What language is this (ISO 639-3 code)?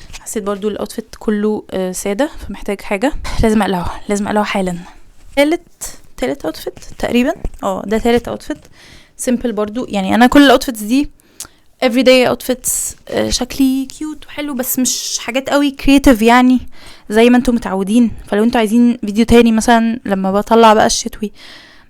arz